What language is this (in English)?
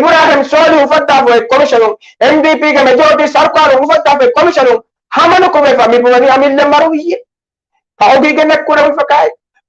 Divehi